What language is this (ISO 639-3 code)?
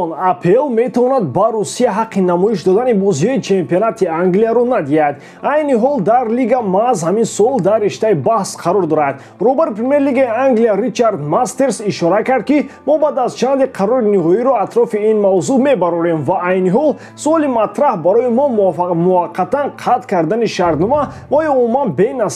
tgk